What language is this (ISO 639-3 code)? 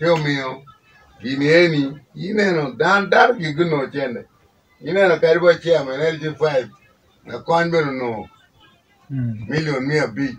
ach